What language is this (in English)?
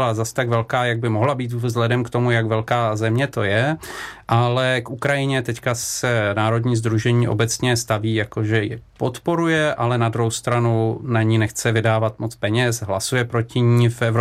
Czech